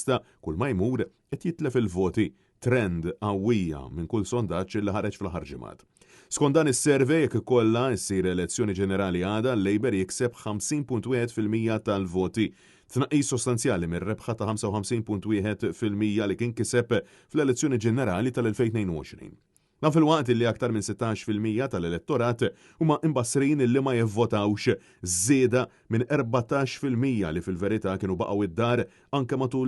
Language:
Maltese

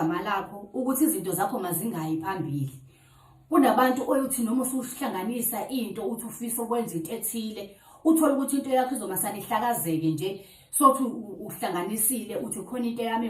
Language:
Zulu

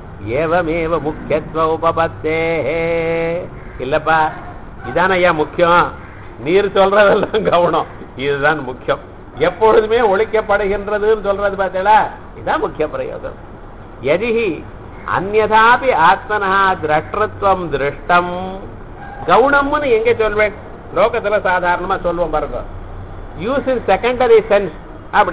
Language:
Tamil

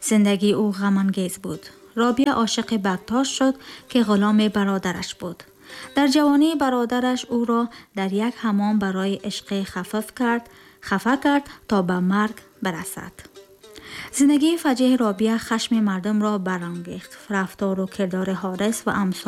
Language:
Tajik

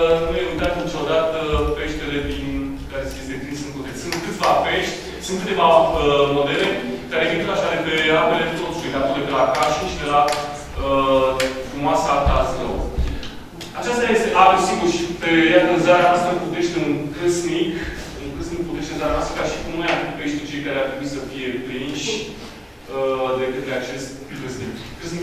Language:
Romanian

